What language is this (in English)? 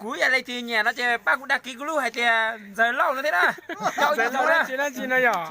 Hmong